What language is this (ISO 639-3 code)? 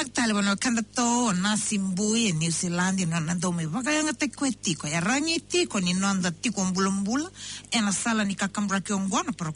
fij